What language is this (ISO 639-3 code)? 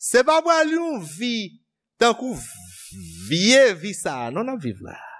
hat